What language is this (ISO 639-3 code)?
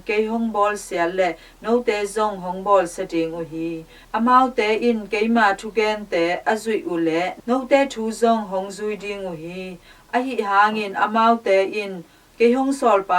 ctd